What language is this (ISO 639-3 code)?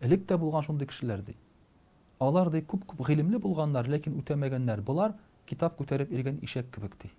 tat